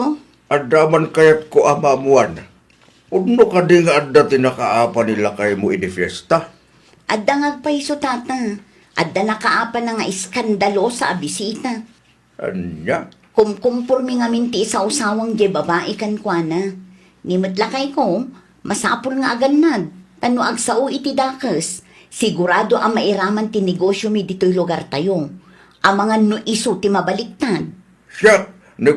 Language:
Iloko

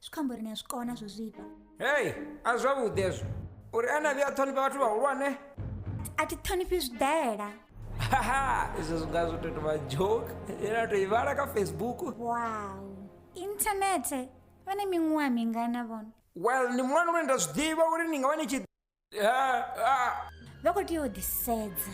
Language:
Venda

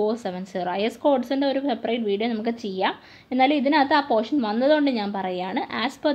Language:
Malayalam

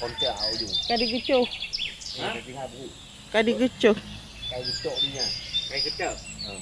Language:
Achinese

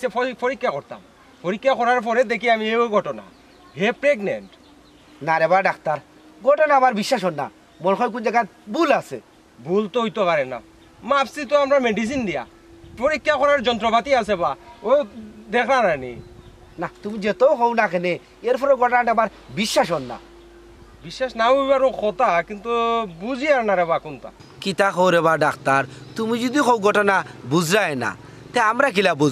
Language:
Sylheti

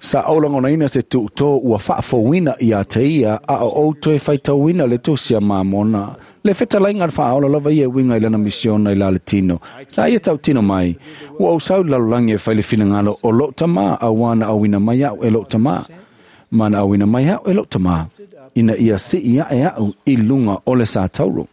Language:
Samoan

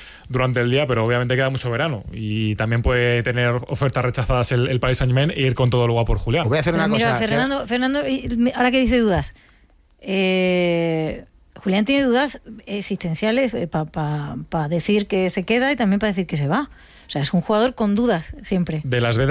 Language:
Spanish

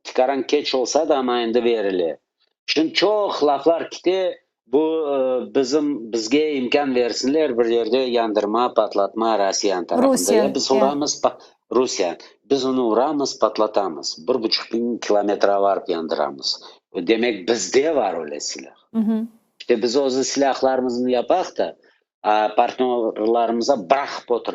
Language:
Crimean Tatar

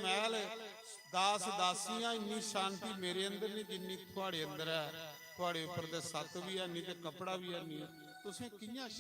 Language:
Dogri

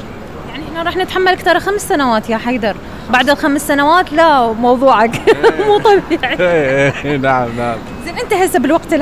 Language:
Mesopotamian Arabic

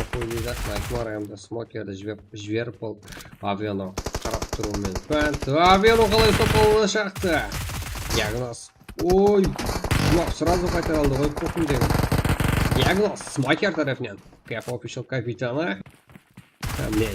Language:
Kara-Kalpak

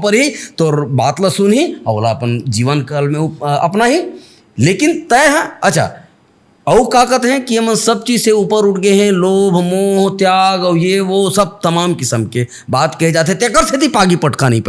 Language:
Chhattisgarhi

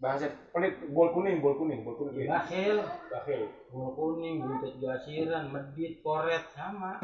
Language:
Betawi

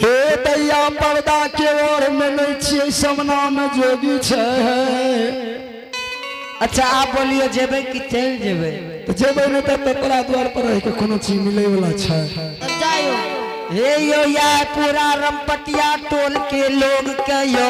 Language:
Angika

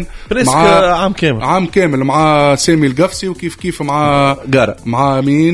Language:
Tunisian Arabic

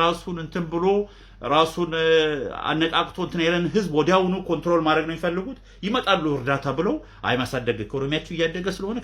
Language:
Amharic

